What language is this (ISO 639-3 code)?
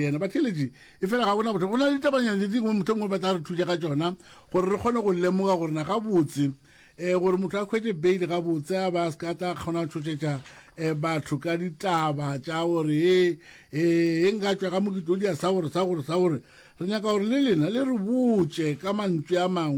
nso